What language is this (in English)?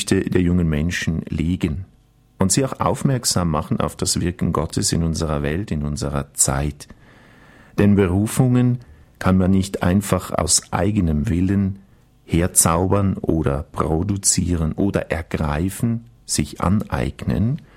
German